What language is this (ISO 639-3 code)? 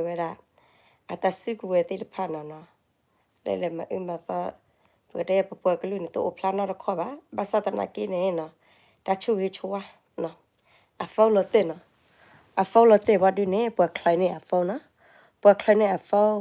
ksw